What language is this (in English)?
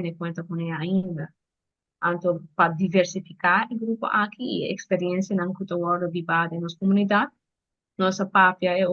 Papiamento